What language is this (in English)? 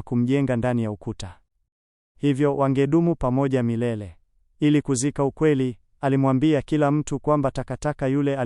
Swahili